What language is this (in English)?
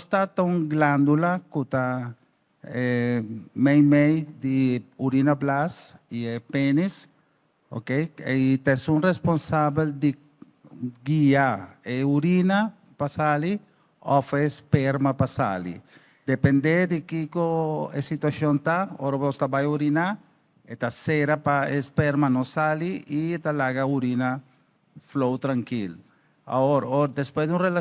Papiamento